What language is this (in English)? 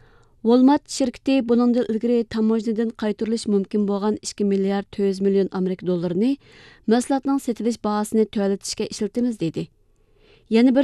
Uyghur